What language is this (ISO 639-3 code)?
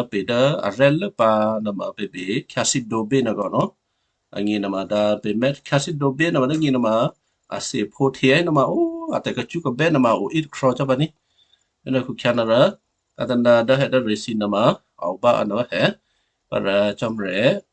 kyu